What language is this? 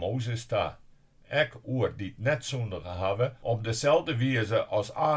Western Frisian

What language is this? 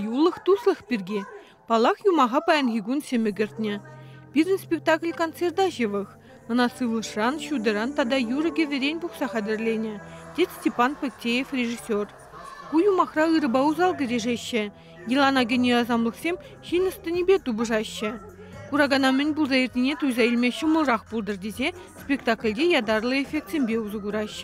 Chuvash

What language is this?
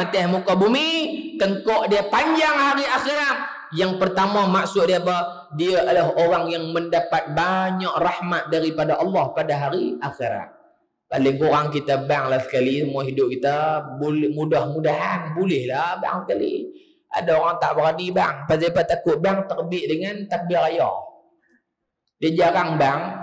Malay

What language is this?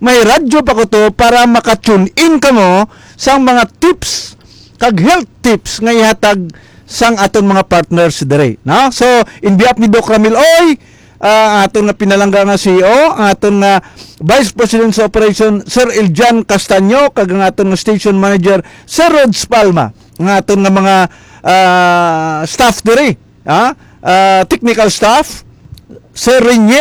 Hiligaynon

